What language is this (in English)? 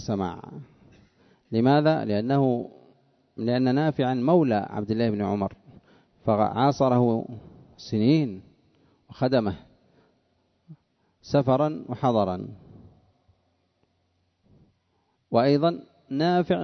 Arabic